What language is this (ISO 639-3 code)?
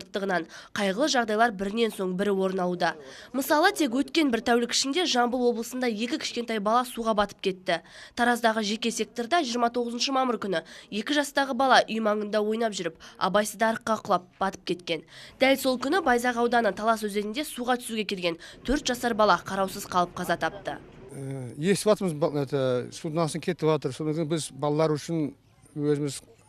kaz